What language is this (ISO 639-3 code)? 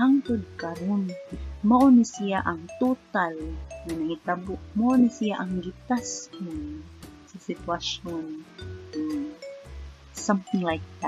ceb